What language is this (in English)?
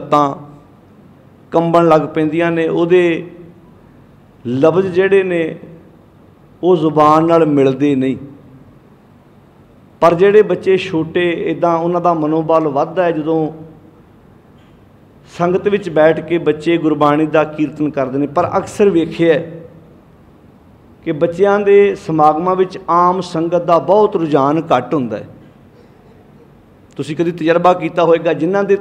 Punjabi